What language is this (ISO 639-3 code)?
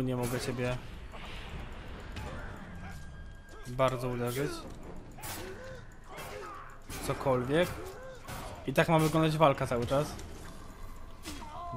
pol